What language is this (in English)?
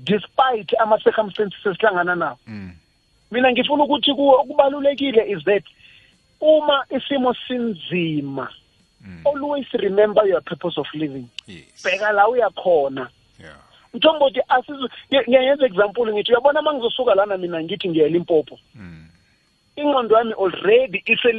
South Ndebele